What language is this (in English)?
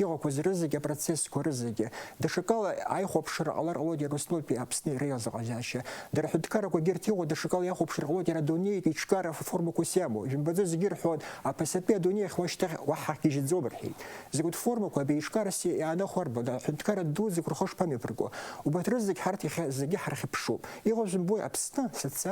Abkhazian